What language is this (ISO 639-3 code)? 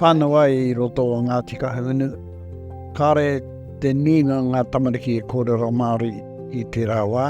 mri